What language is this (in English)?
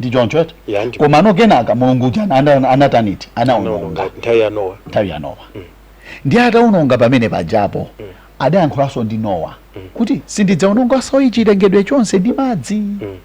Nyanja